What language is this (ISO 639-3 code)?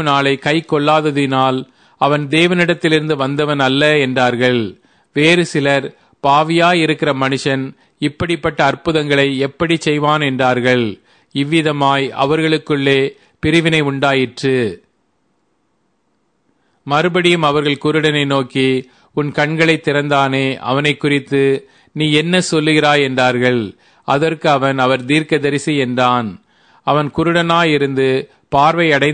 tam